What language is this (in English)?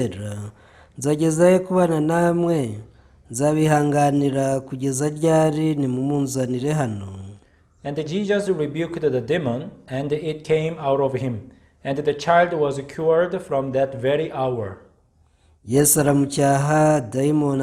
Kinyarwanda